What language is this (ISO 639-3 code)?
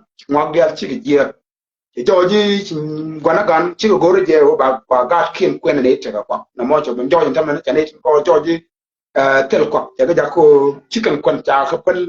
nus